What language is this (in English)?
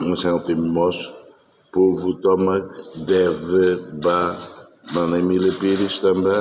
Tetum